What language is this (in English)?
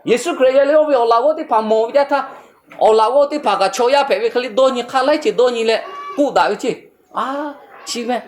Lahu